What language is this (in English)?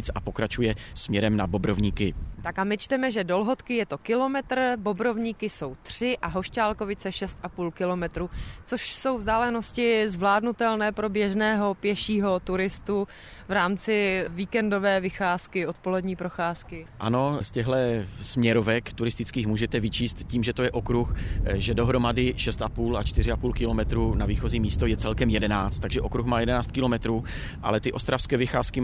Czech